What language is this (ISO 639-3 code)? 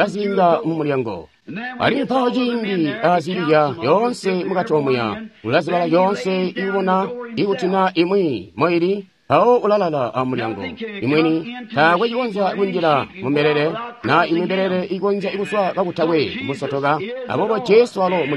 toi